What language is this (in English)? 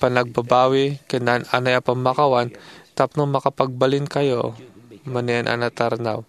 Iloko